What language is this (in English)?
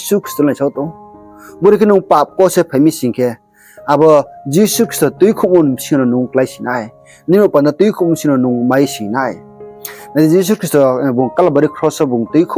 Riang (India)